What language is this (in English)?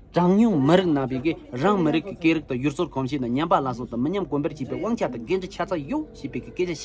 Tibetan